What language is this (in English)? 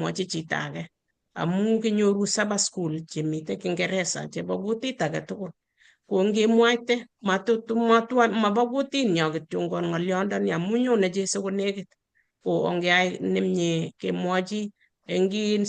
Kalenjin